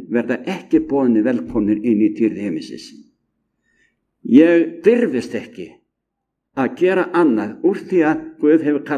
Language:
Icelandic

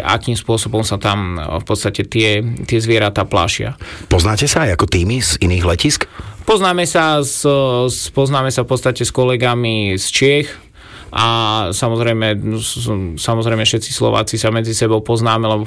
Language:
Slovak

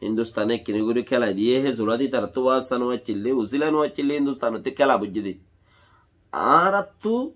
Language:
Rohingya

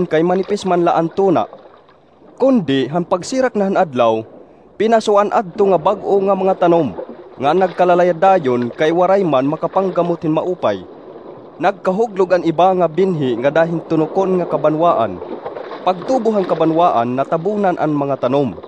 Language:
Waray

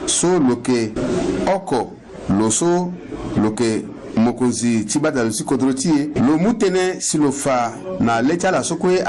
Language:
Sango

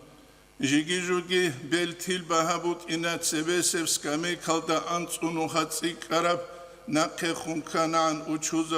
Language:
Avaric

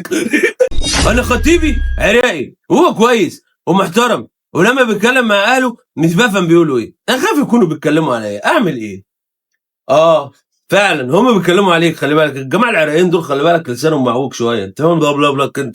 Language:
Egyptian Arabic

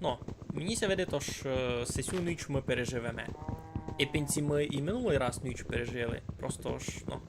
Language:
Rusyn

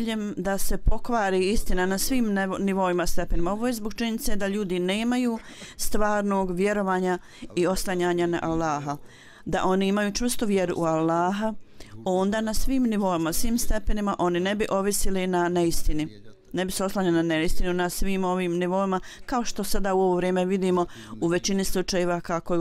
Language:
Bosnian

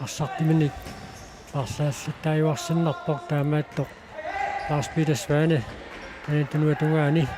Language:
Kalaallisut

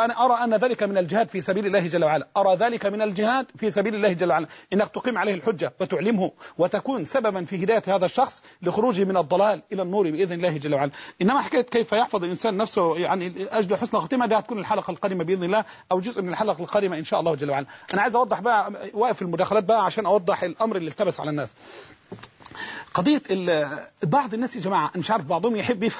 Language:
Arabic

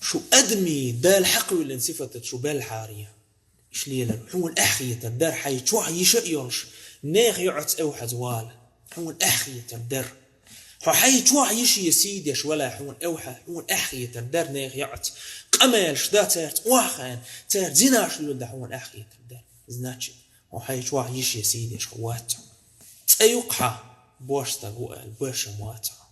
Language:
Chechen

